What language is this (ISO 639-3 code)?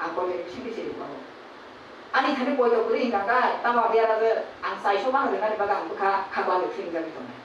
trp